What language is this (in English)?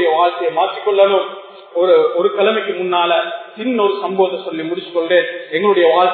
Tamil